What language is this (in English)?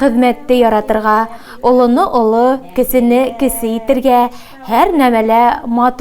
Bashkir